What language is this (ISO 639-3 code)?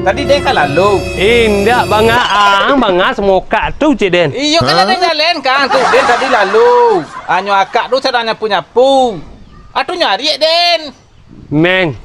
min